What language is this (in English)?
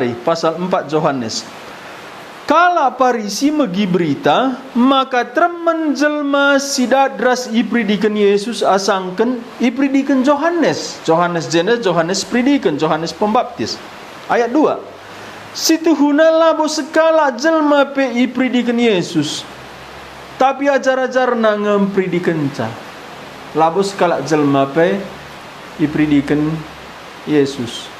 Batak Karo